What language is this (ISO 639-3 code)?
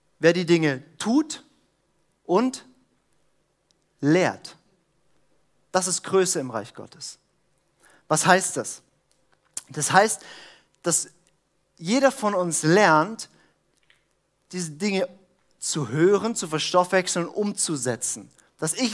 deu